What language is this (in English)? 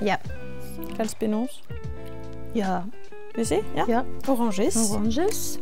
Breton